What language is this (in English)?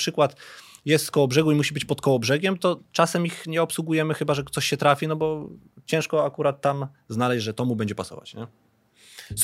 Polish